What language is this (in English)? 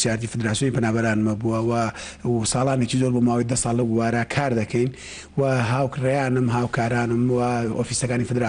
Central Kurdish